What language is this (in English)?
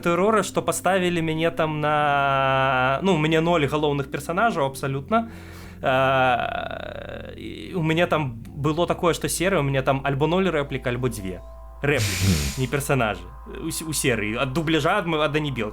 Belarusian